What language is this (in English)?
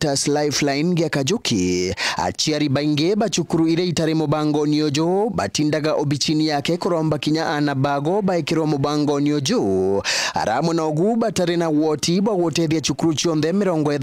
Meru